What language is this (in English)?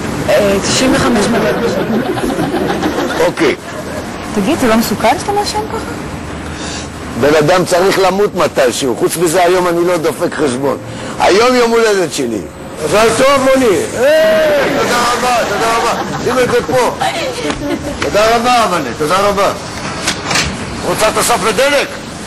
Hebrew